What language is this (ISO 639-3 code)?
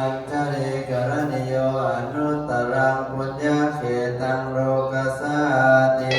pli